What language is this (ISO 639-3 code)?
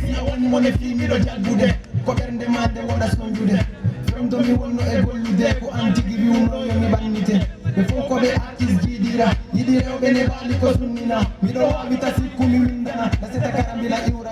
ful